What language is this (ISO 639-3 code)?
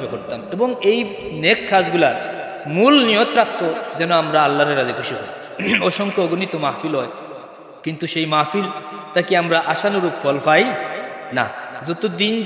syl